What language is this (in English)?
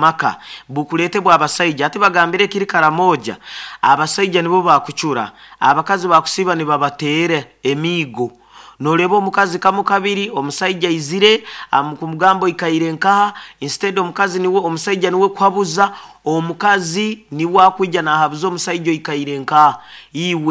Nyoro